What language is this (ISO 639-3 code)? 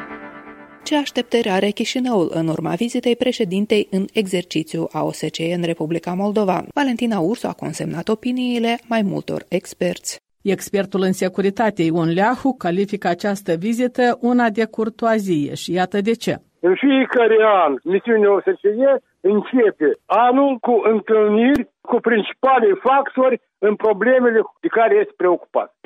ron